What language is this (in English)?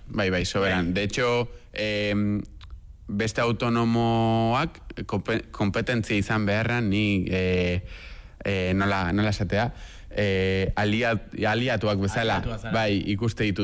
Basque